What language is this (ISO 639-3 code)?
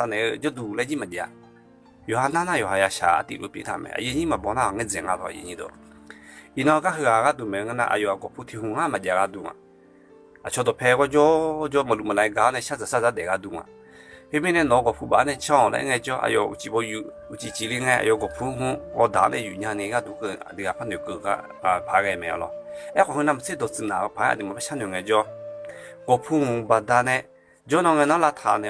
ahk